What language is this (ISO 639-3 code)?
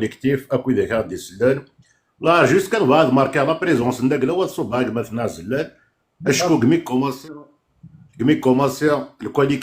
kab